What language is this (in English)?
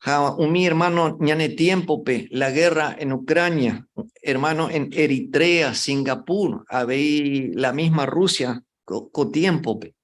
Guarani